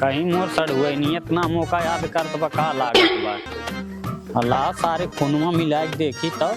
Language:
Awadhi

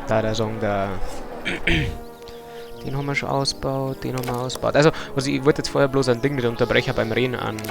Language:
Bavarian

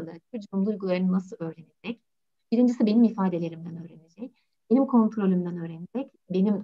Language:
Turkish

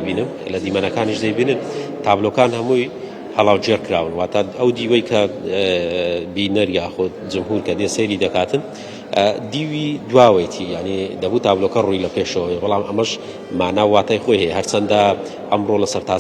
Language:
Central Kurdish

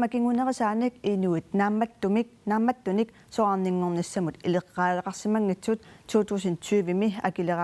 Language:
Kalaallisut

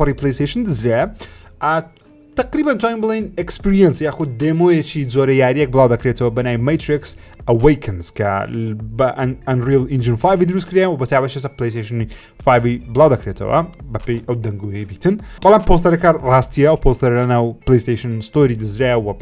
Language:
Central Kurdish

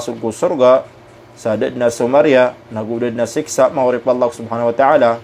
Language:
Maranao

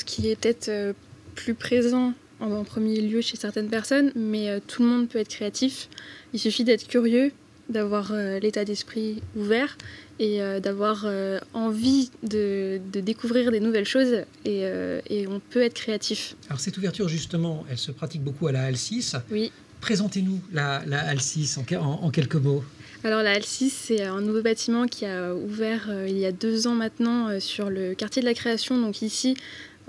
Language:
French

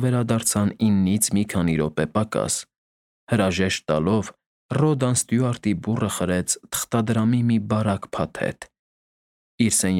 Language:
Armenian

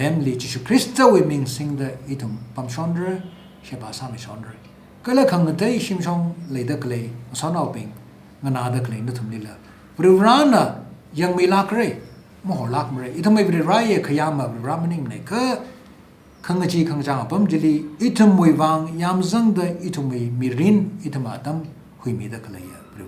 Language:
Tangkhul Naga (India)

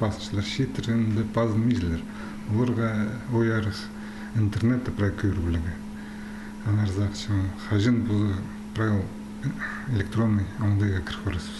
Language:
Khakas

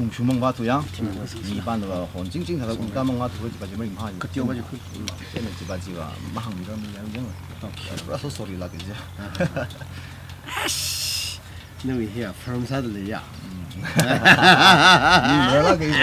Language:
Tangkhul Naga (India)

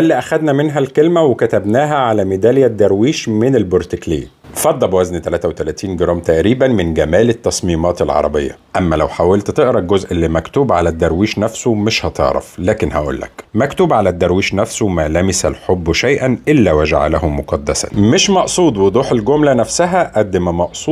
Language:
Egyptian Arabic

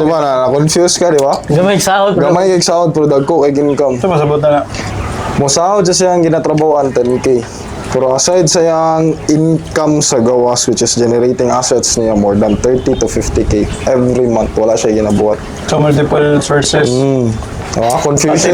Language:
Cebuano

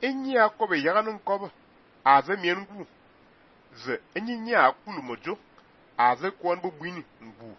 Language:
Fang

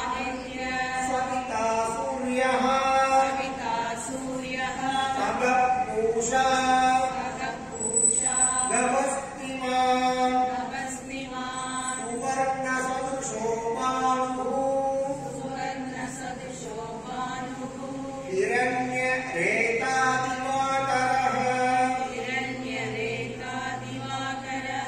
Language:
Sanskrit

